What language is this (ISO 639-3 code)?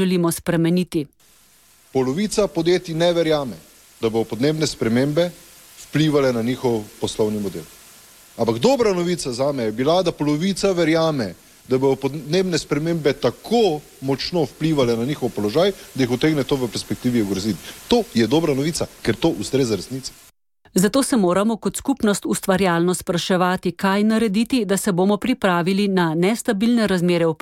slv